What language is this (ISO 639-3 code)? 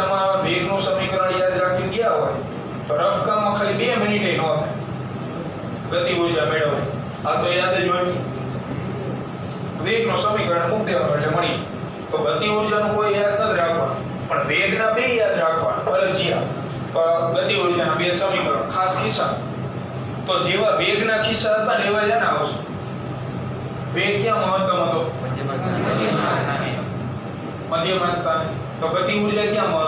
guj